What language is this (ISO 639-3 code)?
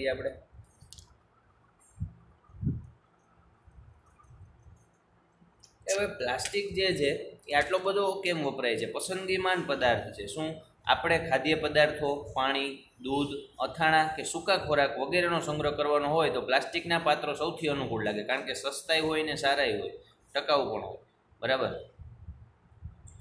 guj